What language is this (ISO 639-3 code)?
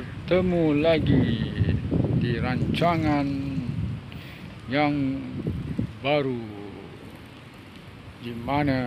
msa